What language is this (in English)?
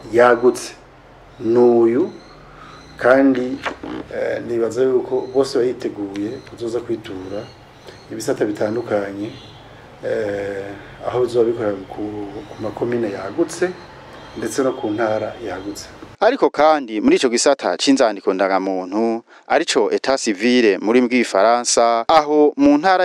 Rundi